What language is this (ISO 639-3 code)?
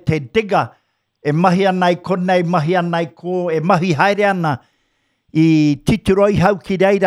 mri